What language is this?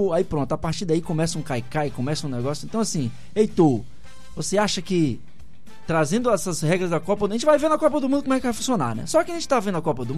Portuguese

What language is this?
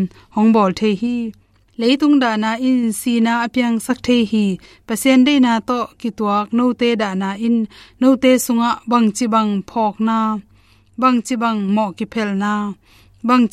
Tedim Chin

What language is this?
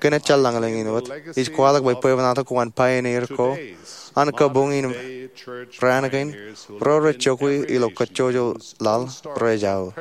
Marshallese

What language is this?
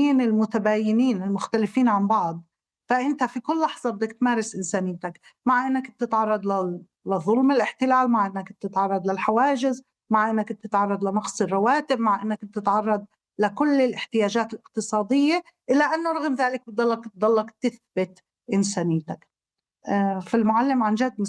North Levantine Arabic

